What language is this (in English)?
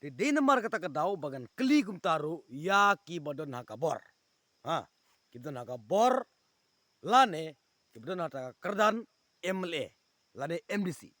Khasi